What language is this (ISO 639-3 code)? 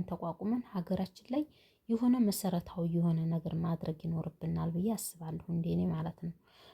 amh